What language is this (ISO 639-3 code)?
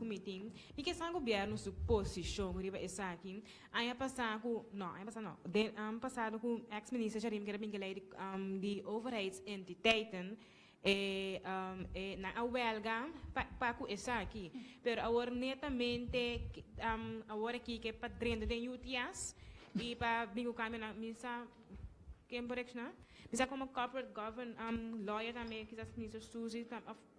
pap